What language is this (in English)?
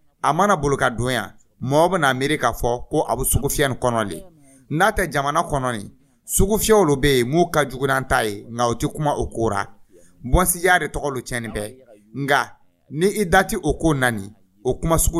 Dyula